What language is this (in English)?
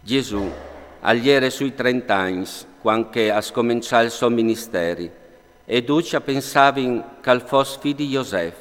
Friulian